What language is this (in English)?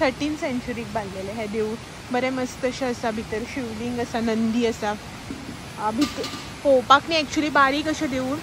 Konkani